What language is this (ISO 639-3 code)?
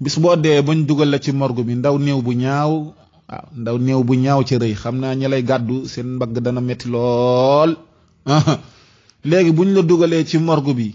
wol